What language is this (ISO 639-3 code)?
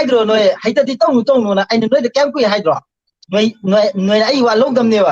mni